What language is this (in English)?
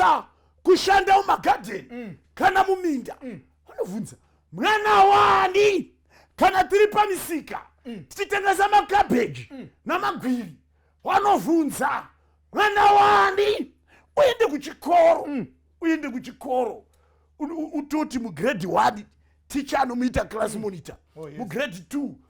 Shona